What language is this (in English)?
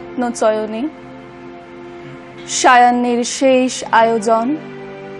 Bangla